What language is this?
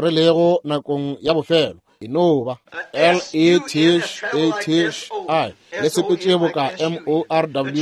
Northern Sotho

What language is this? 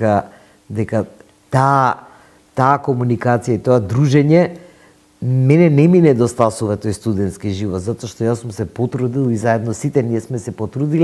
Macedonian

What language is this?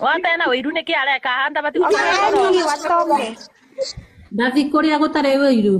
Kikuyu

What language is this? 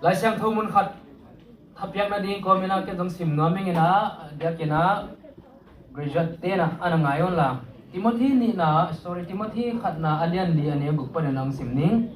Tedim Chin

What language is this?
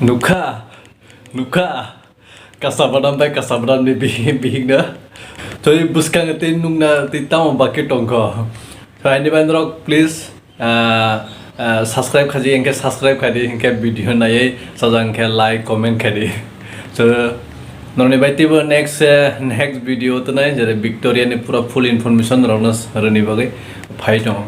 Kok Borok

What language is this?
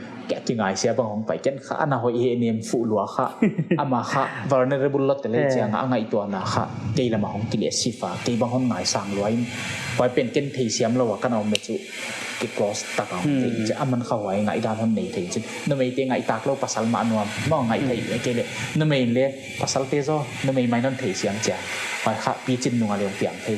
Paite Chin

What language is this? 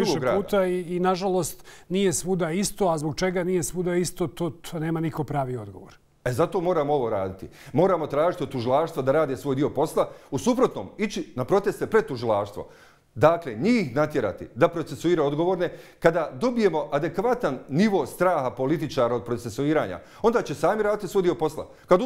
Bosnian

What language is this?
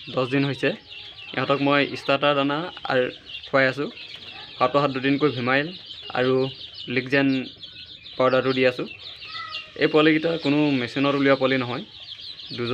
Assamese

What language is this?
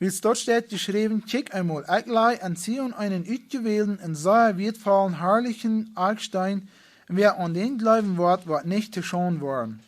Plautdietsch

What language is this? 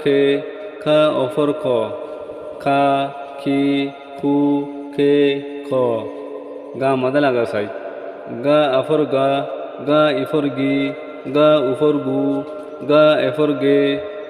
Rohingya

